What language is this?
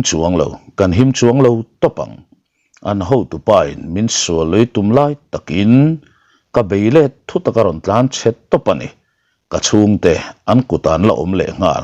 Mizo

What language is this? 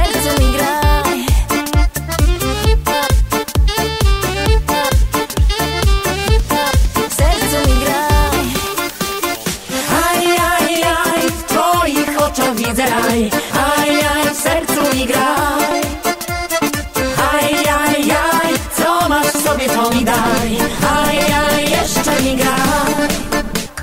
Polish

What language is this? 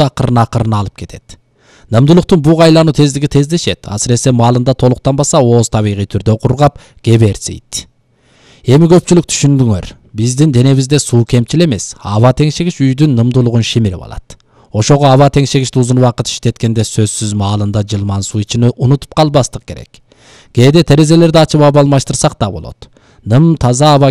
Kyrgyz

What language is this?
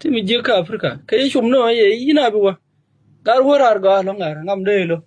Nuer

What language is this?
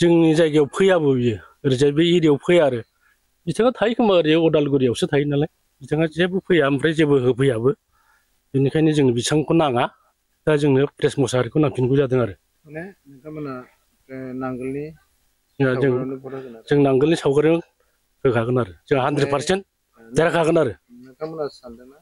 Bodo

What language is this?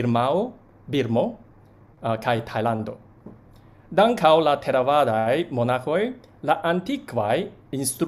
Esperanto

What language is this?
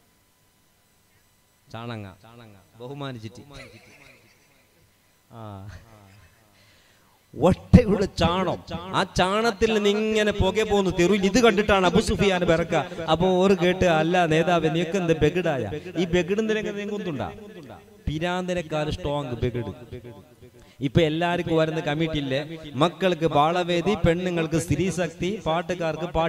Malayalam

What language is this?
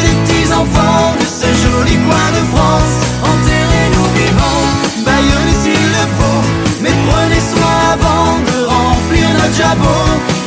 French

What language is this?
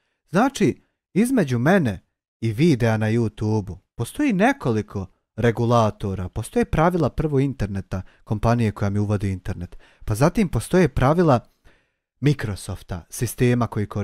Bosnian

